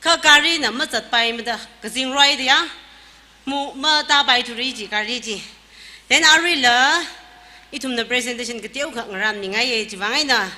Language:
Tangkhul Naga (India)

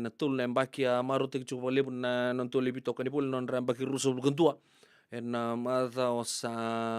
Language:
Fijian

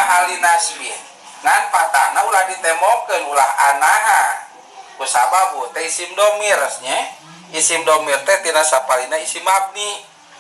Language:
Sundanese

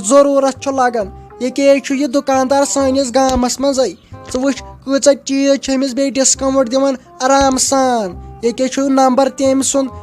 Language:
Kashmiri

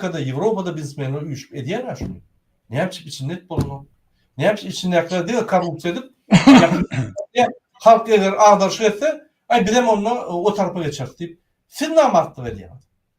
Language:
Turkmen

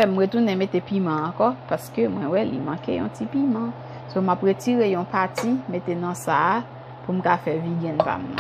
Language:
Haitian Creole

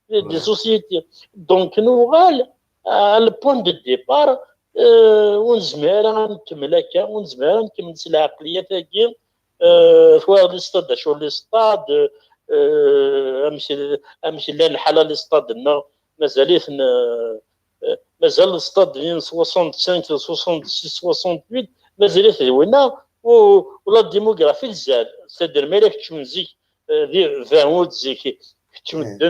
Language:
Kabyle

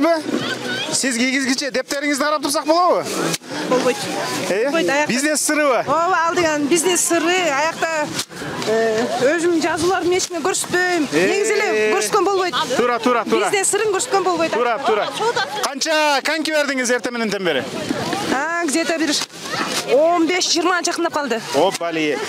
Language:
Kyrgyz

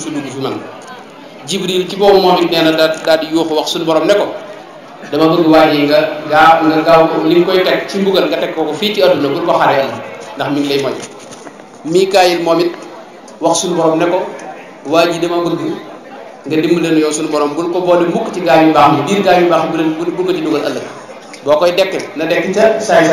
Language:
Wolof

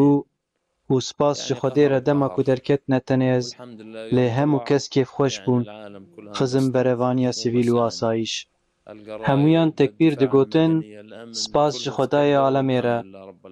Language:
Kurdish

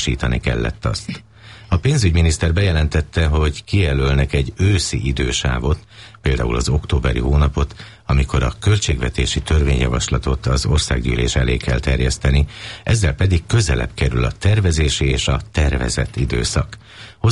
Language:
Hungarian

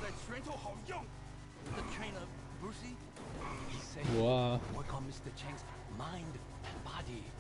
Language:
Swiss German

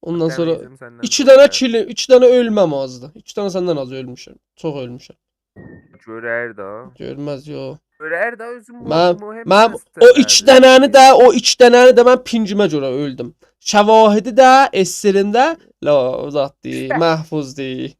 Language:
South Azerbaijani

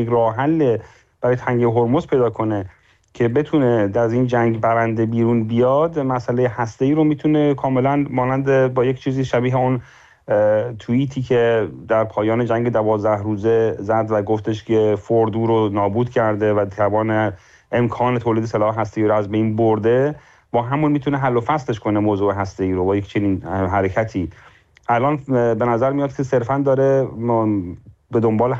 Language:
Persian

